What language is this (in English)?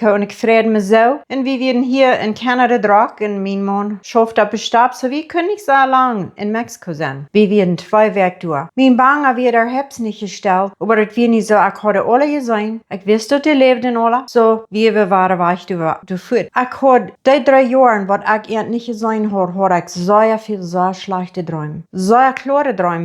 Plautdietsch